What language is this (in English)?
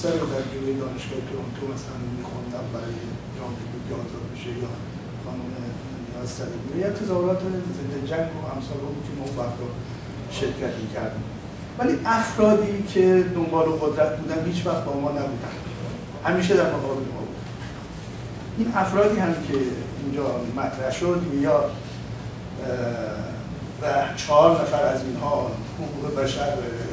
Persian